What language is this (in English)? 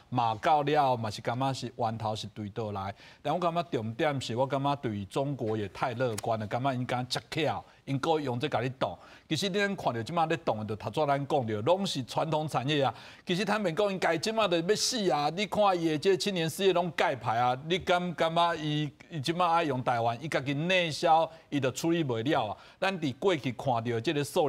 Min Nan Chinese